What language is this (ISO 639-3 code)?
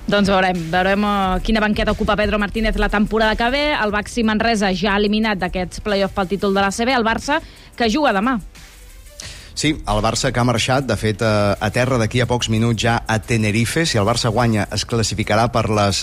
cat